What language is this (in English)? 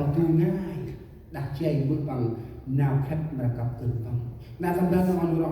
Central Mnong